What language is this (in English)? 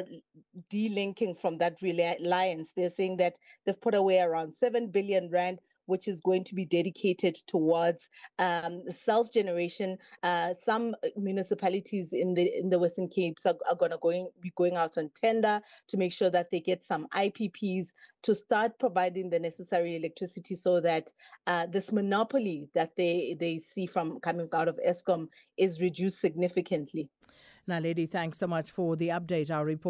English